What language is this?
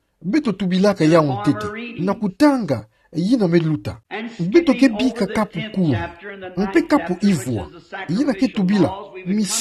Kituba (Democratic Republic of Congo)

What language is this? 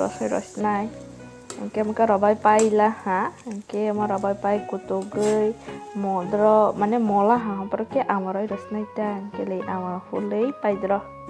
Kok Borok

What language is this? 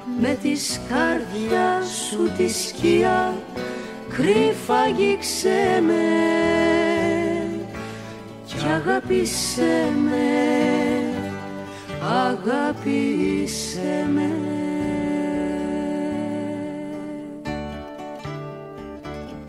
Greek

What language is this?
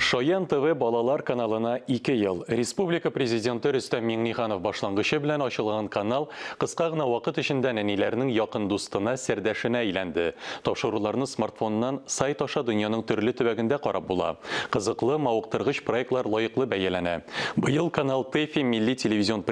Tatar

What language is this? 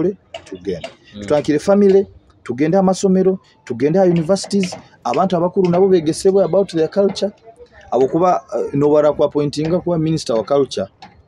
Nyoro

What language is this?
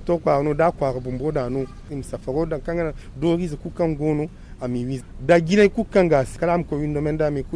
Zarma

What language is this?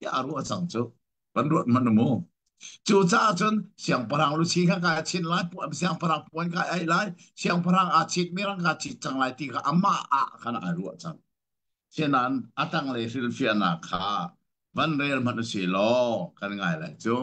Hakha Chin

